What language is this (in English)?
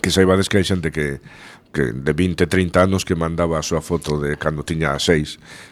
Galician